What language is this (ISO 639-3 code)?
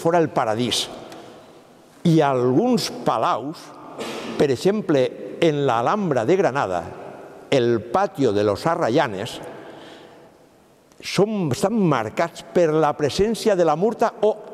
cat